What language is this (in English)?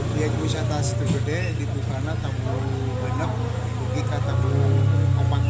Sundanese